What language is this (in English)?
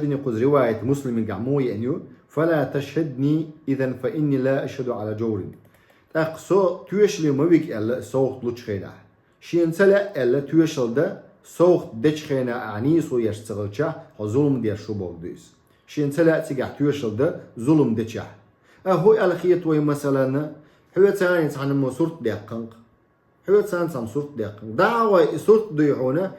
Chechen